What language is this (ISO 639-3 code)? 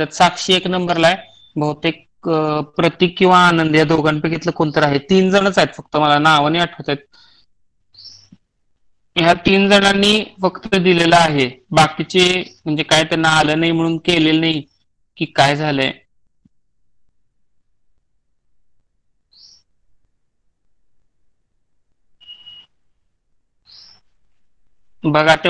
mar